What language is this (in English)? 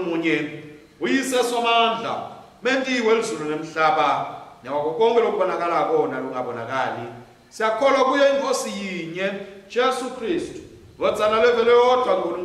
Swati